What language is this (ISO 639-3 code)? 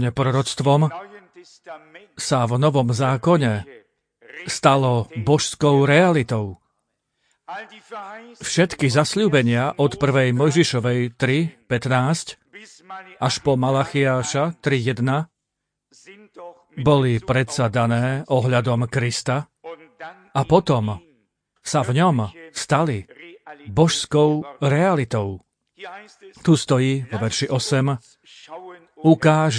slk